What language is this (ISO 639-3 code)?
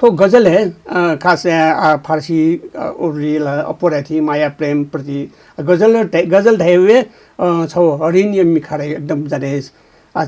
new